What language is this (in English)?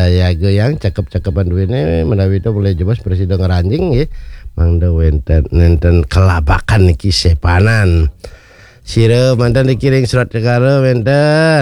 Balinese